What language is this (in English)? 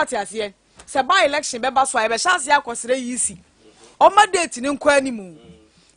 Akan